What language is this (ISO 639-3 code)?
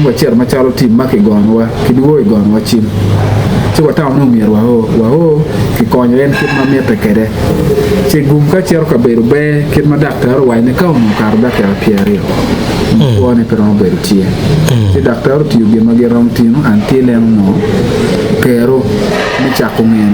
ach